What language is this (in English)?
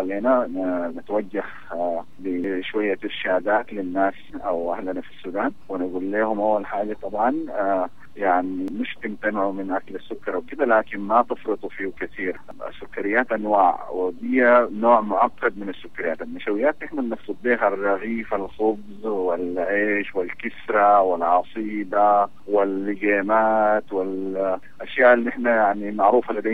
Sudanese Arabic